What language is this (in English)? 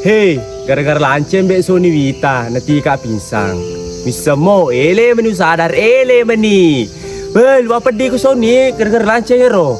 Buginese